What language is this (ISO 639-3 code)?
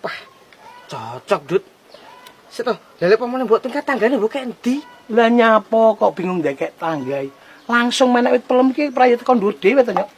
jav